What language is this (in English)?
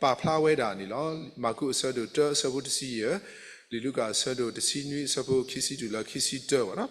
S'gaw Karen